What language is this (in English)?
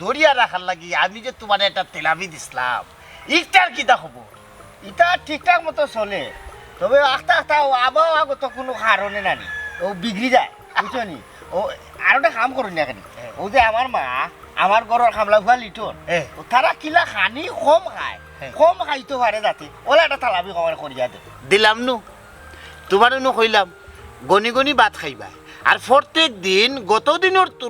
Sylheti